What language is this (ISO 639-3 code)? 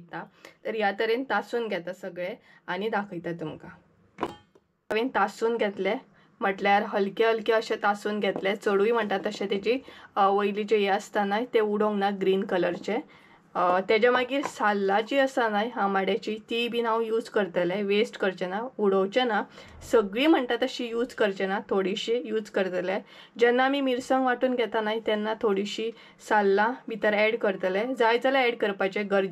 kok